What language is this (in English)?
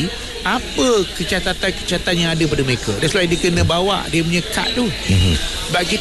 Malay